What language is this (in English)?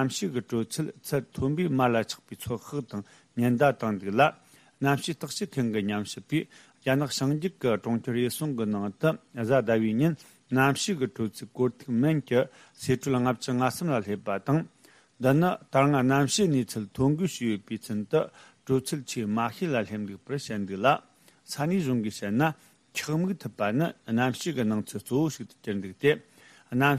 Tibetan